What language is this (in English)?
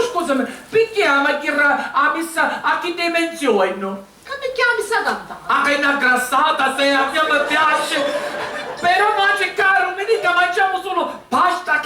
Sicilian